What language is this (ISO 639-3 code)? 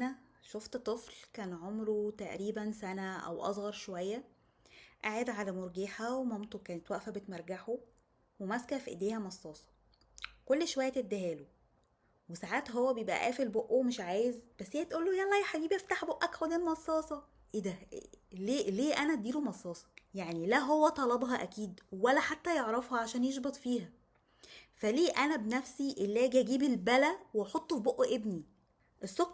arz